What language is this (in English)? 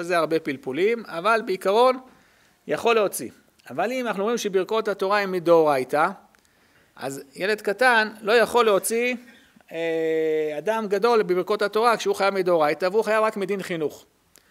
Hebrew